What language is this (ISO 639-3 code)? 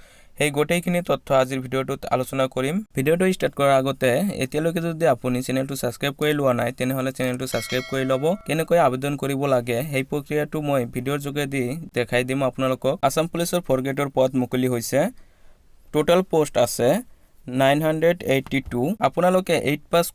asm